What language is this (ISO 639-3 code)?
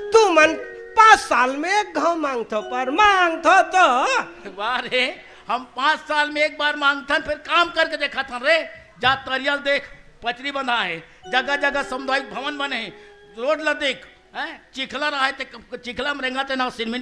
hne